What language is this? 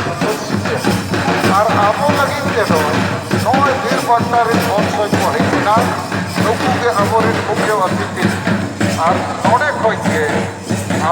Santali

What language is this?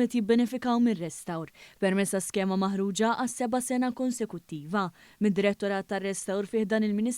Maltese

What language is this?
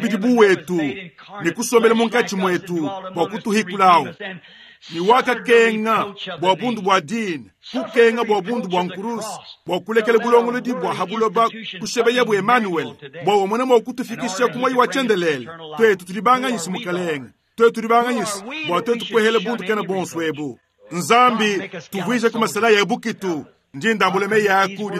Luba-Lulua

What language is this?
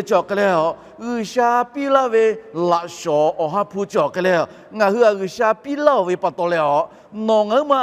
Lahu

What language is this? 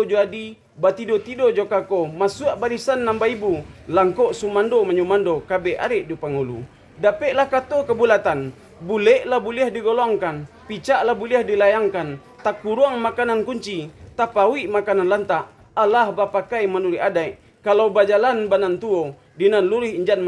Minangkabau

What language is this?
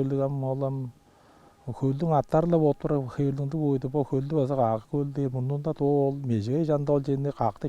Tuvinian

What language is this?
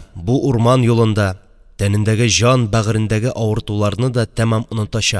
Tatar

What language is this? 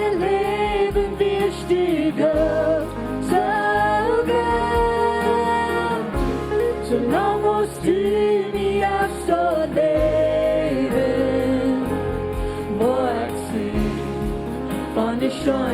Plautdietsch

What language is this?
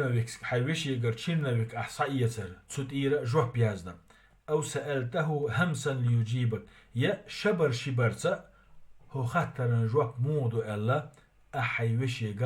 Chechen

